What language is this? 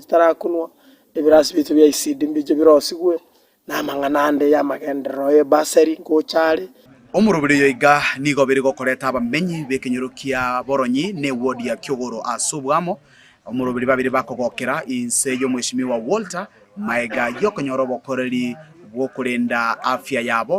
Gusii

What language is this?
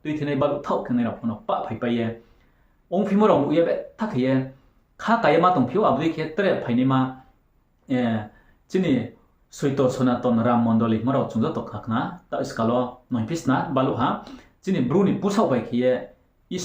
Riang (India)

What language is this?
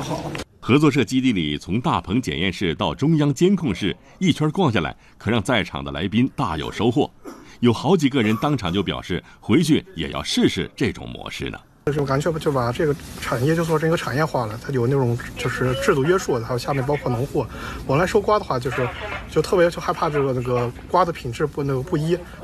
Chinese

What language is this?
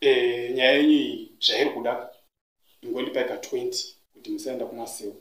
Shona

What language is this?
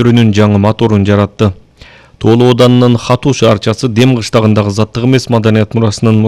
Kyrgyz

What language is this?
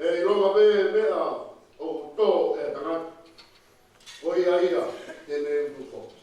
Tongan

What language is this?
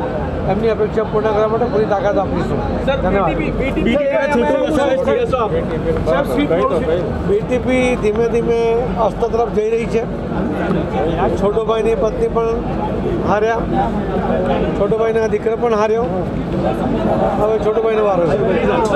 Gujarati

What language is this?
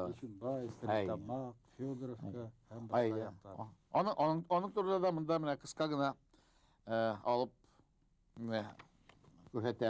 Bashkir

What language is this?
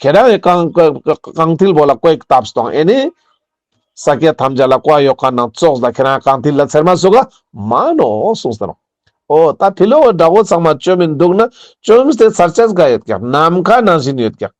Ladakhi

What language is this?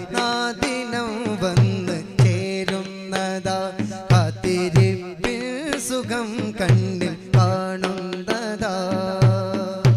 Malayalam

